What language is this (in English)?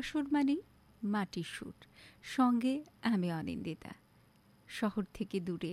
Bangla